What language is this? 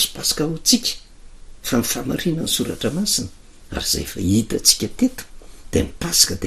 Malagasy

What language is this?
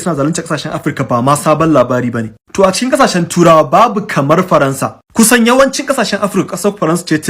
Hausa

